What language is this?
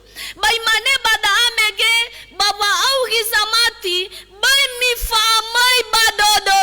Nias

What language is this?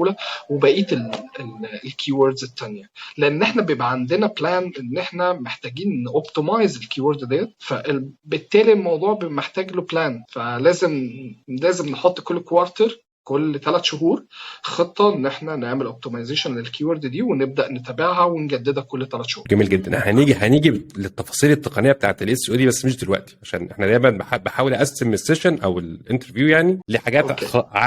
Egyptian Arabic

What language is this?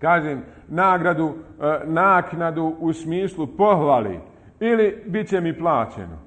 Bosnian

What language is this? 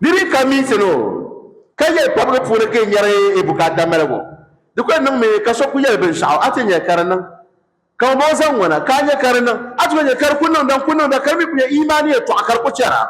Dagbani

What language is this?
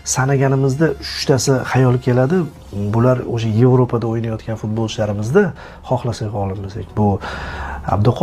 Uzbek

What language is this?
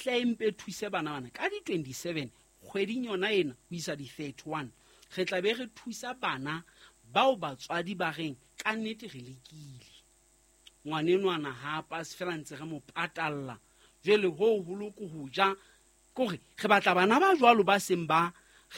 Southern Sotho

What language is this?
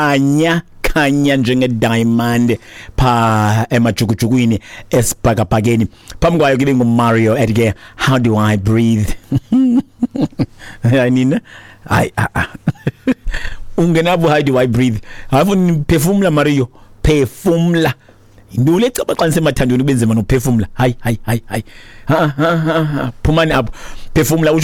Xhosa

